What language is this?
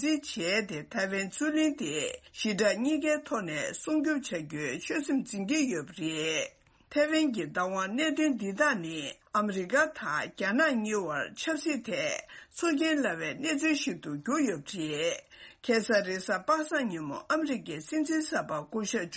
Tibetan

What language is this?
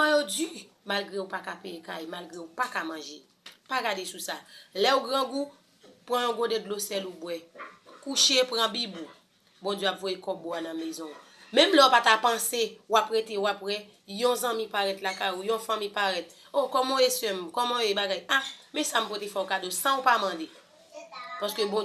Haitian Creole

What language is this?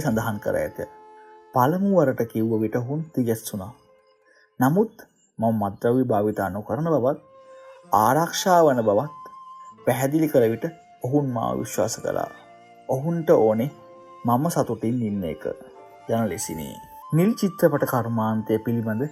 Sinhala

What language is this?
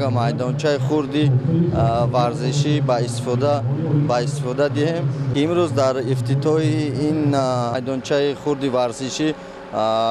Tajik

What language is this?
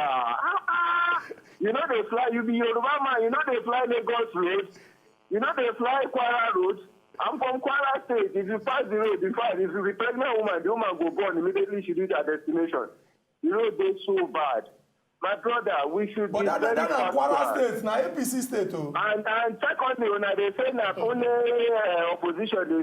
Nigerian Pidgin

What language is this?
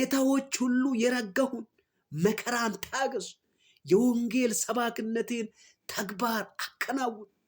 Amharic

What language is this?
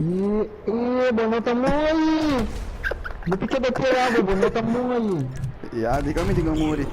Papiamento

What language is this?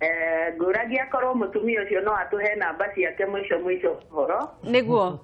Kikuyu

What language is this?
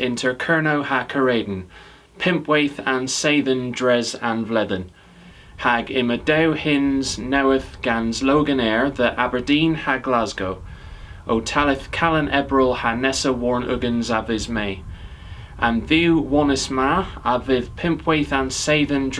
Cornish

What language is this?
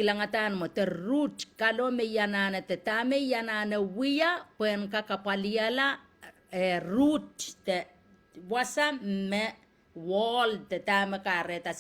Pohnpeian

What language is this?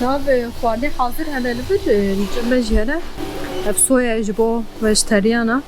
Kurdish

